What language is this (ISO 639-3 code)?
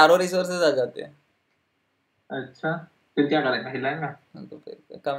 hin